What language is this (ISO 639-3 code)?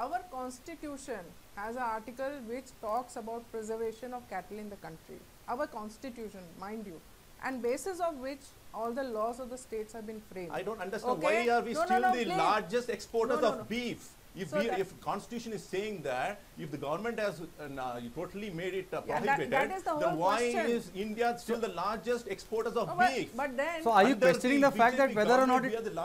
eng